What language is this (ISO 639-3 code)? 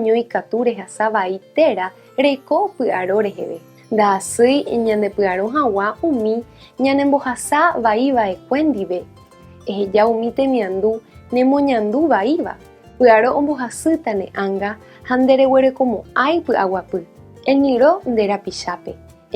grn